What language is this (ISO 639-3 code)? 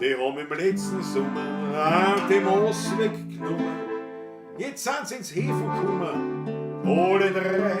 bar